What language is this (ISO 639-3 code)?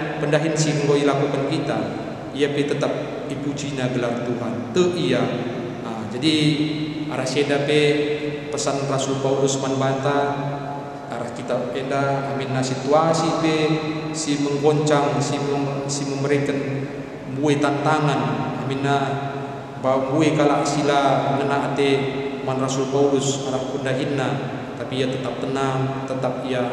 btx